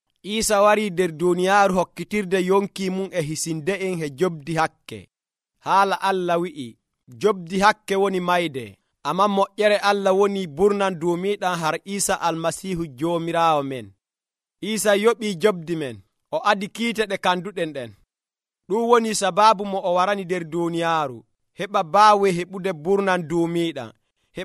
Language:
Nigerian Fulfulde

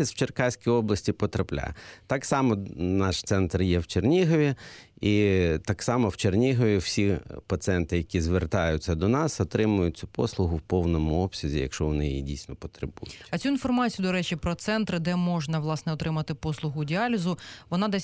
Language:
Ukrainian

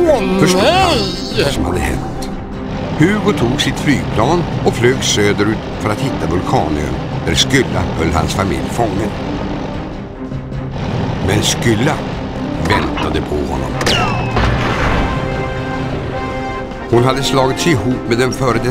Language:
Swedish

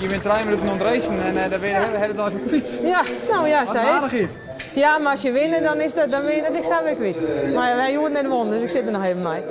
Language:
Western Frisian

